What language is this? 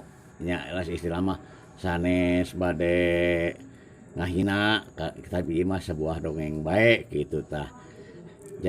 Sundanese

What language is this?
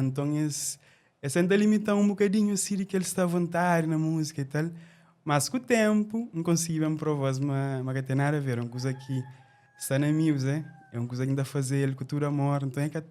Kabuverdianu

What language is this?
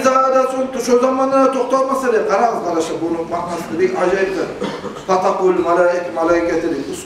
Kumyk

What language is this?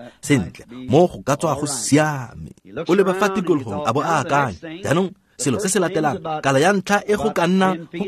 Tswana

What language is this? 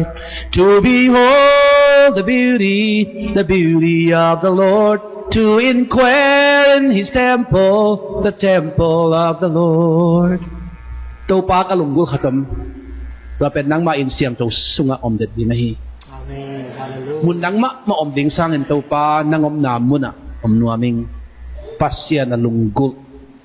Tedim Chin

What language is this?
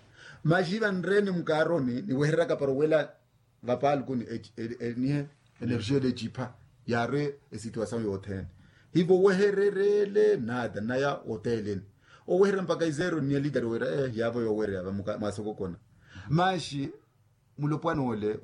Makhuwa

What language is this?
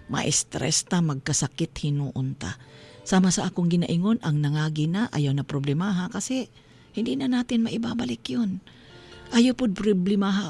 Cebuano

